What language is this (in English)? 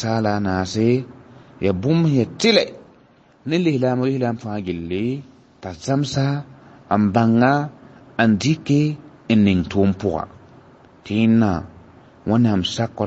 Mossi